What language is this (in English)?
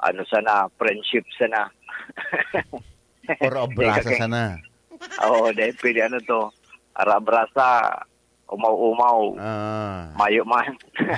Bikol